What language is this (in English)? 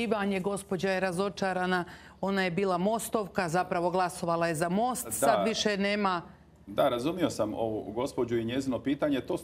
Croatian